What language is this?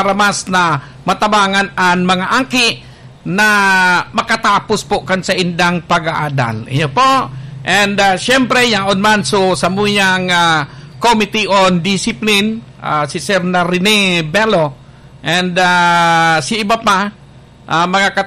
Bikol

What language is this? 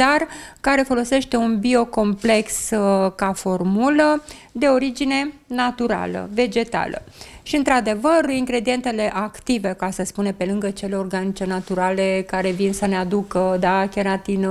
Romanian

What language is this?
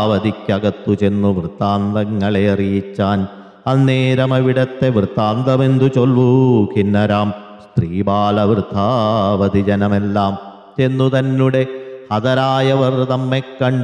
Malayalam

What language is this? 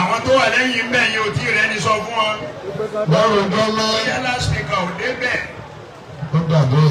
Yoruba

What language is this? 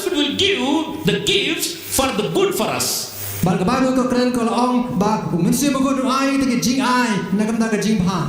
Khasi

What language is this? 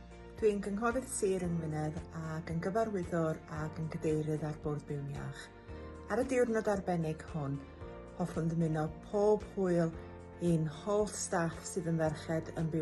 Welsh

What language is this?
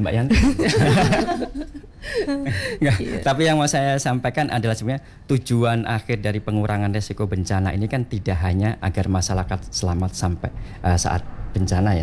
Indonesian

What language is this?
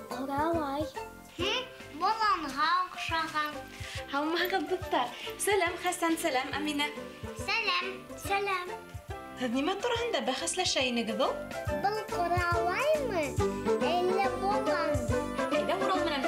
Bashkir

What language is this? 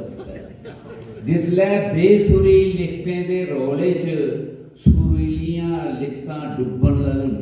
Dogri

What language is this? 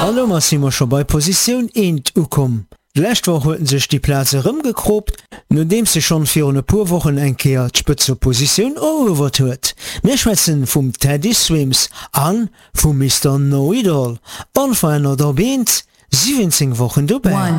Luxembourgish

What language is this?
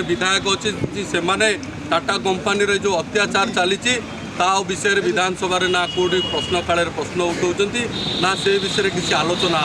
Odia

